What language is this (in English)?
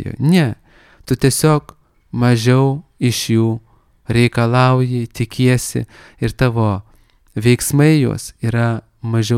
Lithuanian